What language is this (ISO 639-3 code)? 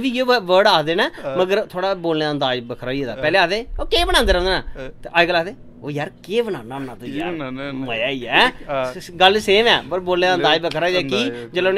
doi